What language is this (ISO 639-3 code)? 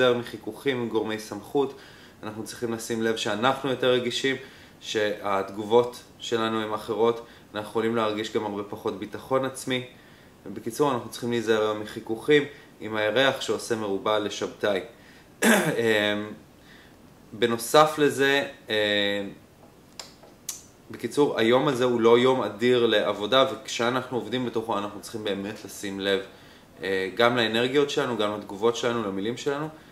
heb